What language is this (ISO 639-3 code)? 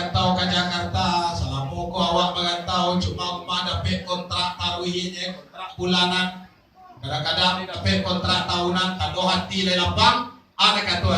min